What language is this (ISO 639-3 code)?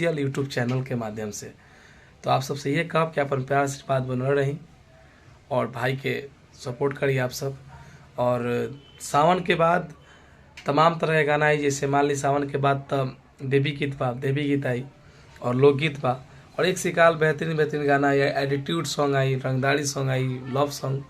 bho